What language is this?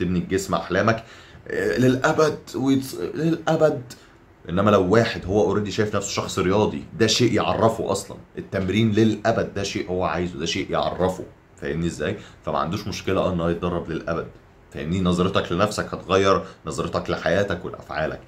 Egyptian Arabic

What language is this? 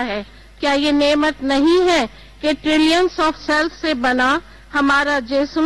Urdu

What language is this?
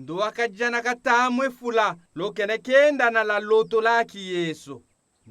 Tetela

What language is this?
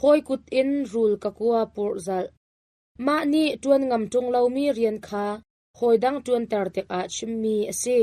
Hakha Chin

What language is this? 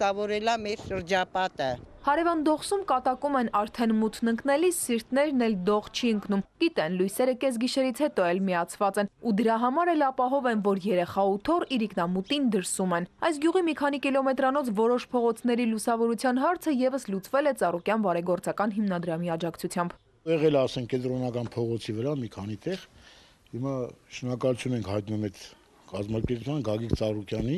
Armenian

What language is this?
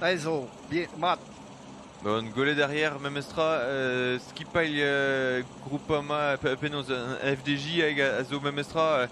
Breton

